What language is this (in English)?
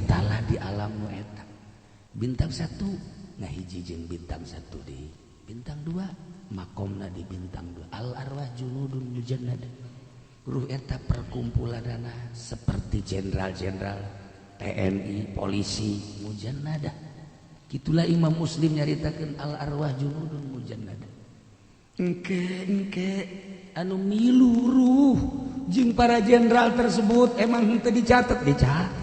Sundanese